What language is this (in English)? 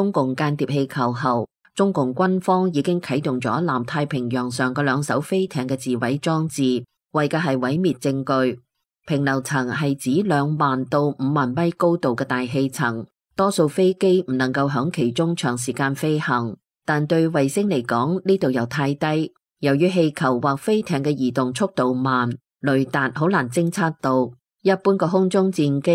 Cantonese